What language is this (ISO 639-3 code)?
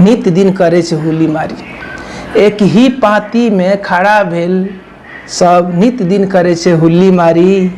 mai